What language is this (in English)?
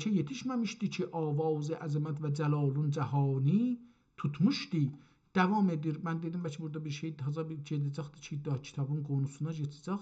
South Azerbaijani